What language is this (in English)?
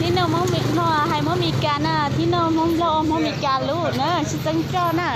Hmong